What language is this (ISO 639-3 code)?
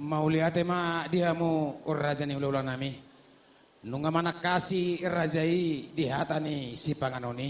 bbc